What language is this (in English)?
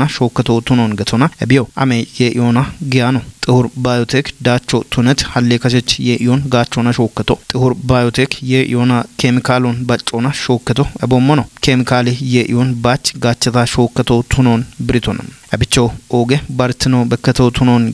Kafa